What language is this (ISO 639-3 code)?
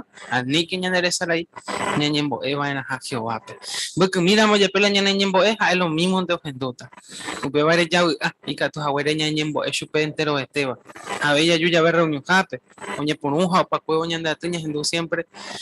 grn